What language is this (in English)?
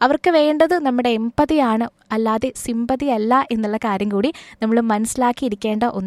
Malayalam